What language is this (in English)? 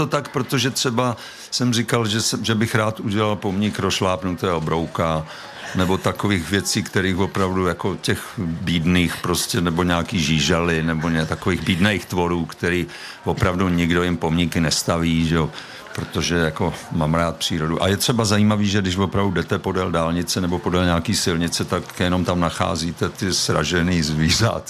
Czech